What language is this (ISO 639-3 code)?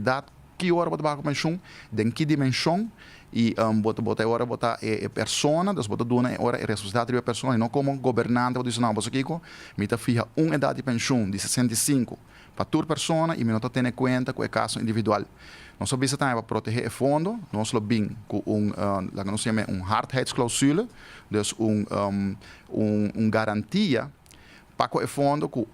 pap